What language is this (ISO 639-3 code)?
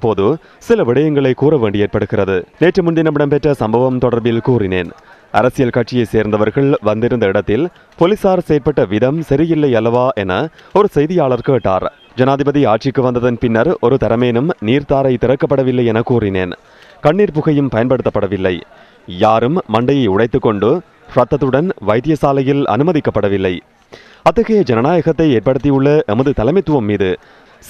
tam